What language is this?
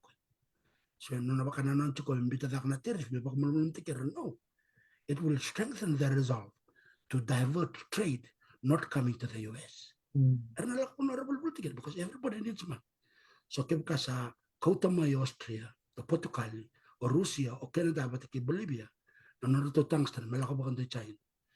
Fijian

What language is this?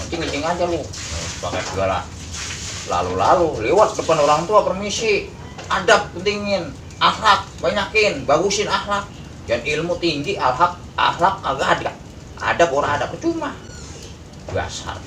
Betawi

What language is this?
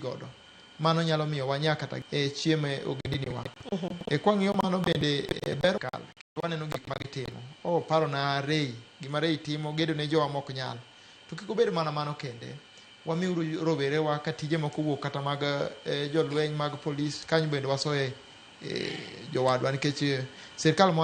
Luo (Kenya and Tanzania)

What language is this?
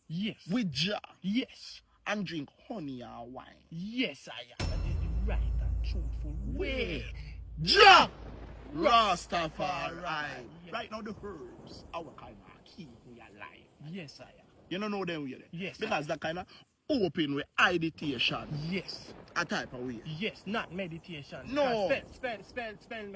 Jamaican Creole English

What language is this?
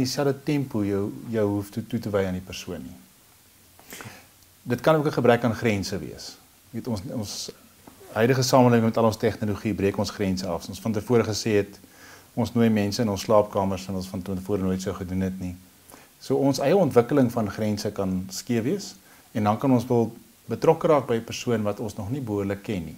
Afrikaans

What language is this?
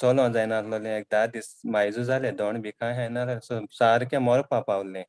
Konkani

